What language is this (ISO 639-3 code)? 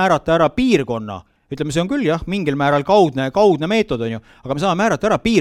est